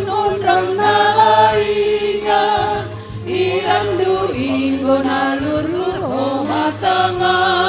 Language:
Batak Simalungun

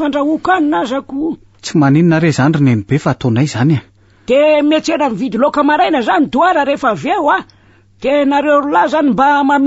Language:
Malagasy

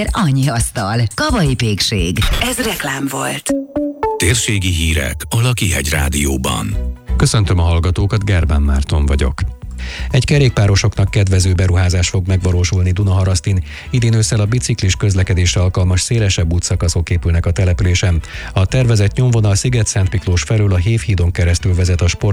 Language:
Hungarian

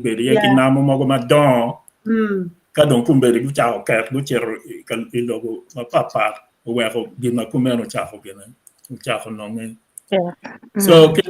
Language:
Acoli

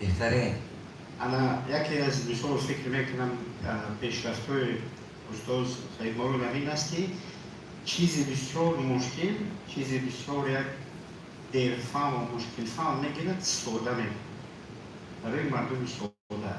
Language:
Tajik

